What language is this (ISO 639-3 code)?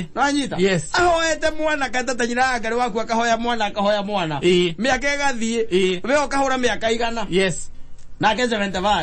kik